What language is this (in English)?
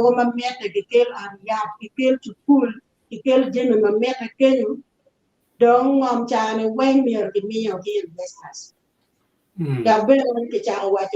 Acoli